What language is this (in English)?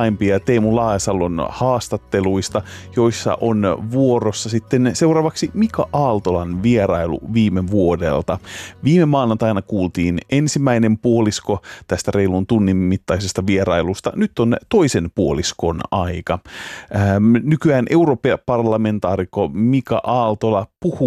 Finnish